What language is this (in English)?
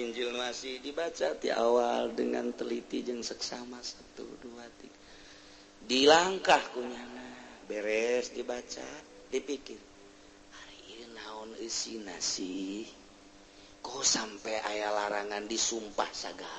Sundanese